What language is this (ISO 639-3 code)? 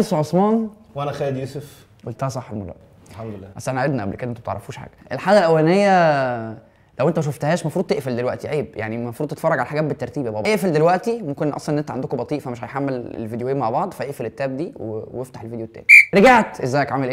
arz